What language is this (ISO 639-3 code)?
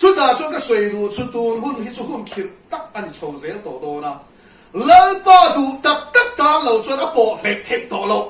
lus